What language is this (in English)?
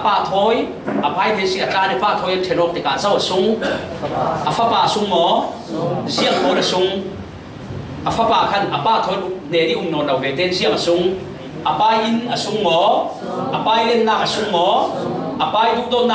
Falam Chin